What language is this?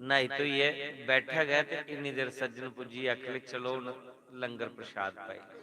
Dogri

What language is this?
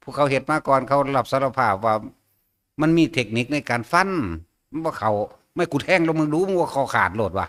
Northeastern Thai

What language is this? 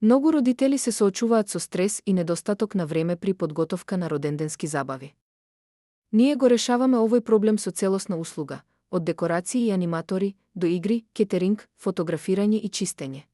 Macedonian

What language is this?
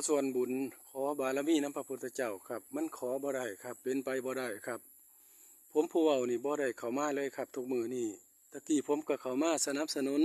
Northeastern Thai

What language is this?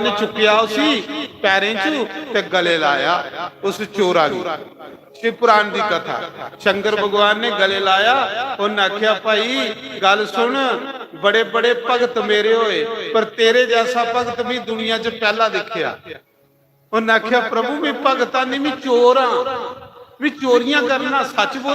Dogri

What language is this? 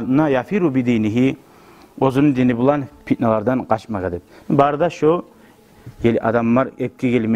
Kumyk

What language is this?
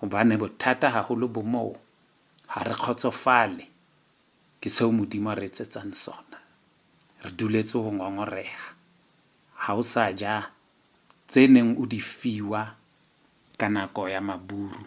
Southern Sotho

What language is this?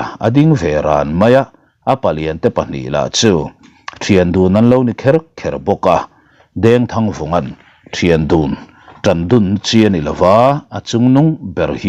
Mizo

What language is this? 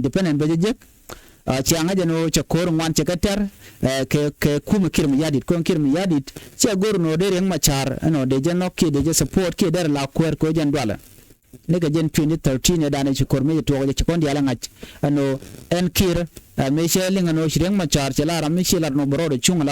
Nuer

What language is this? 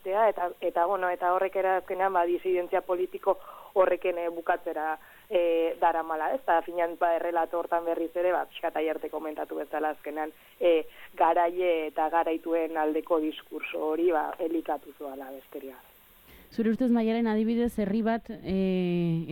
Basque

